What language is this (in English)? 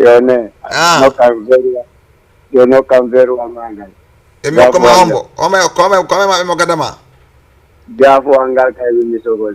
Fula